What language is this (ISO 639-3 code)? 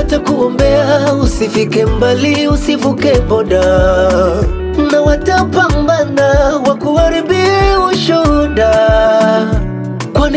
swa